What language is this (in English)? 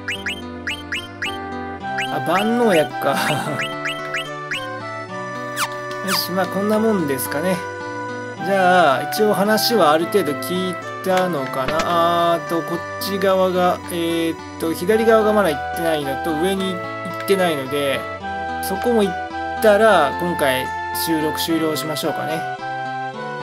Japanese